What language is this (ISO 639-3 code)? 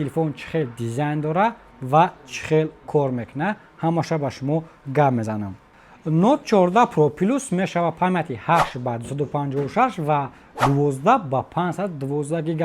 tgk